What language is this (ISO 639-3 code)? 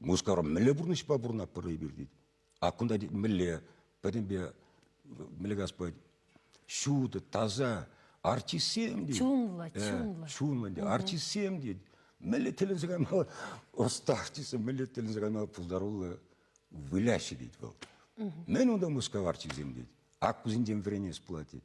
chv